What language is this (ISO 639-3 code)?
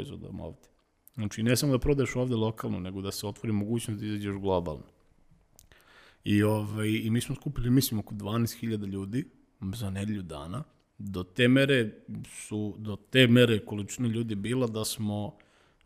srp